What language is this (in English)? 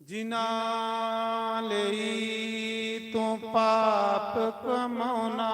Dogri